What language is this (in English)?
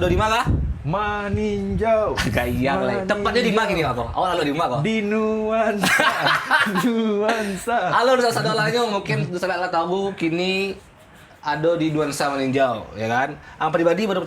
Minangkabau